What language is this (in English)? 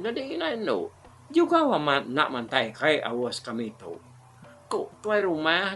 Iban